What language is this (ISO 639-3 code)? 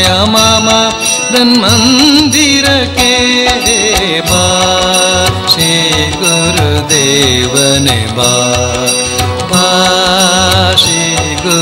kan